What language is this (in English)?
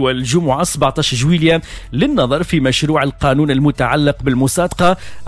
Arabic